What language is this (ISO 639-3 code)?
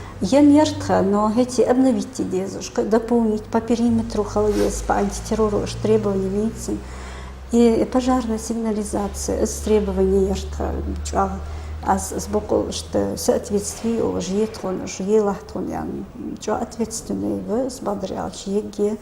inh